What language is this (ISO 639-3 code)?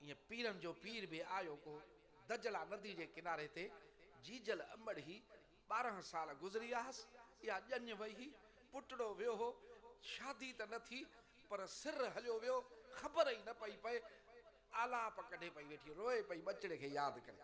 snd